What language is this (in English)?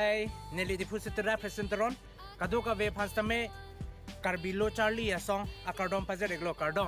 Karbi